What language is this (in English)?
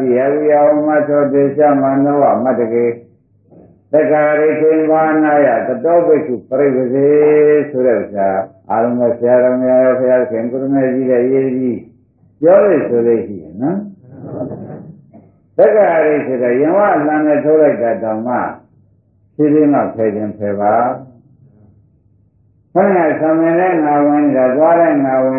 Burmese